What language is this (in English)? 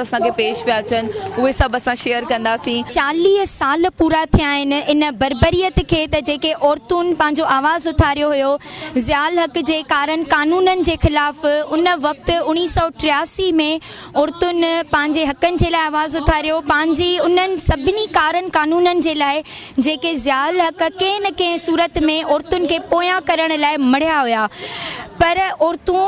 Sindhi